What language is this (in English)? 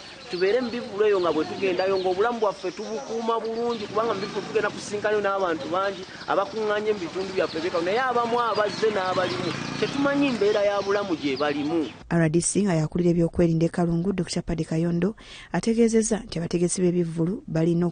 Ganda